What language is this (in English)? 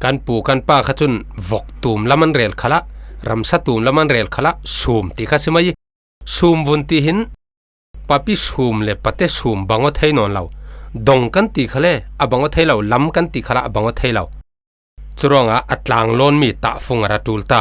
Falam Chin